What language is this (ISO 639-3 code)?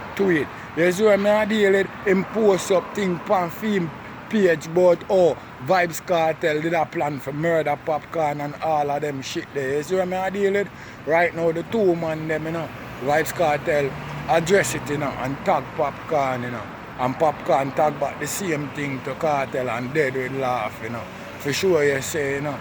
jam